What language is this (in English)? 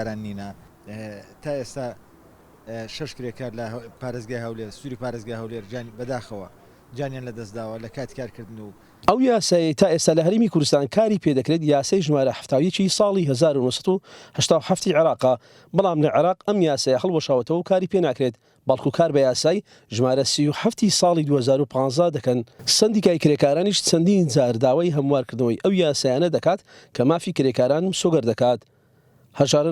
Central Kurdish